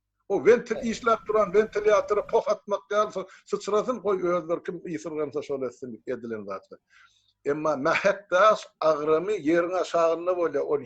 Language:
Turkmen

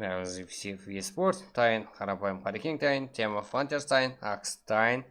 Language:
Kara-Kalpak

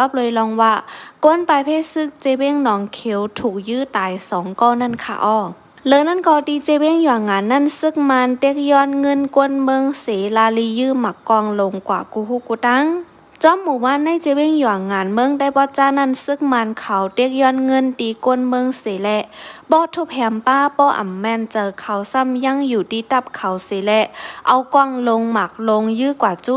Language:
Shan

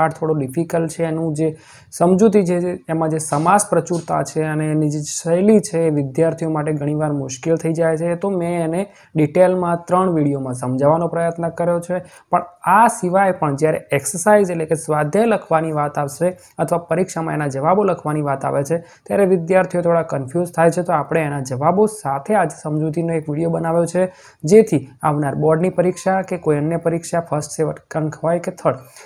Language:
Gujarati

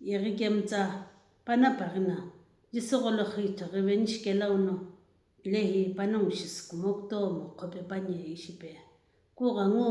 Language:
Sumi Naga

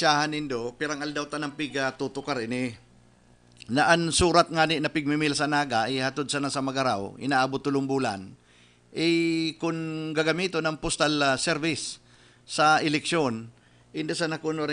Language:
Bikol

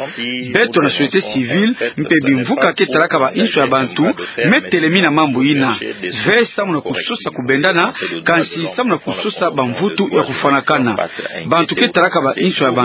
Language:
Kituba (Democratic Republic of Congo)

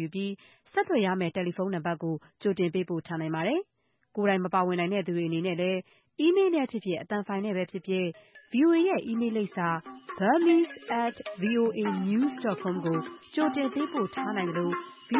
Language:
Burmese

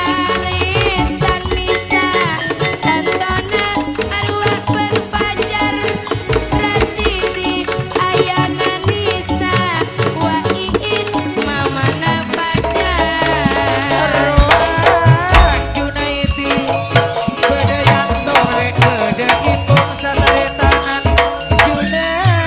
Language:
Madurese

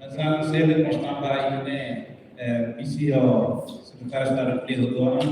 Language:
Tetum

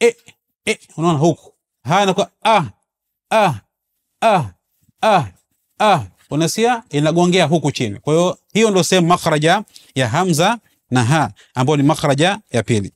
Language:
Swahili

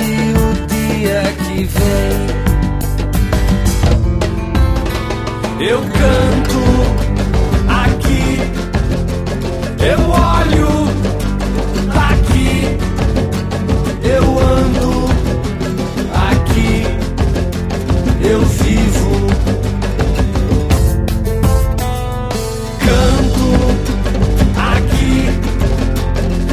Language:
Portuguese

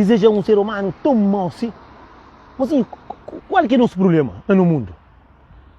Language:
Kabuverdianu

